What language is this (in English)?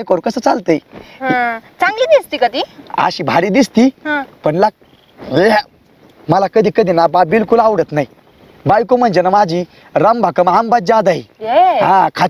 Marathi